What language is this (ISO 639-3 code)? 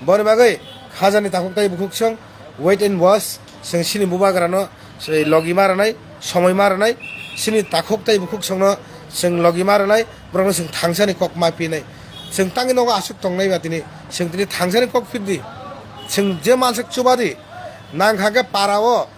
trp